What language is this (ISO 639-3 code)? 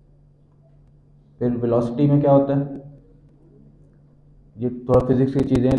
hin